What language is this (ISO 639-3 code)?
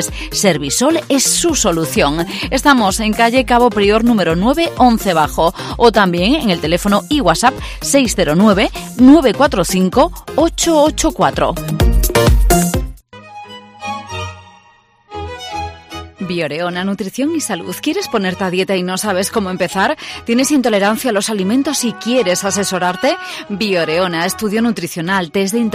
spa